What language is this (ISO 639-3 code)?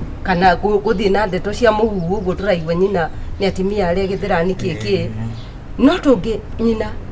kik